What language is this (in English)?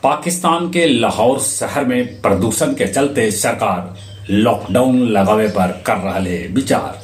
Magahi